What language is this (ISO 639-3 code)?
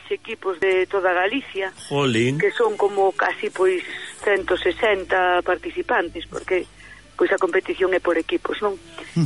glg